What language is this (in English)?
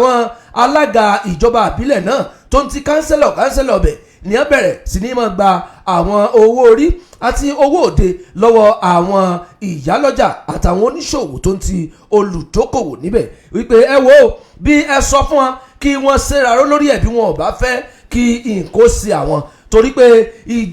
Yoruba